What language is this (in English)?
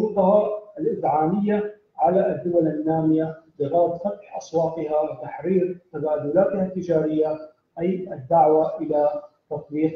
Arabic